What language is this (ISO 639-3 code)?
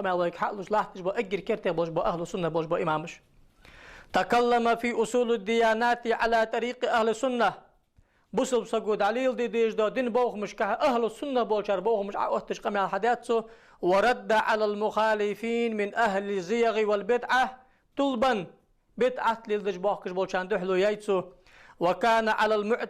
inh